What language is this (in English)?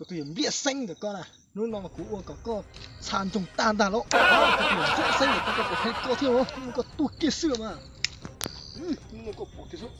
Hmong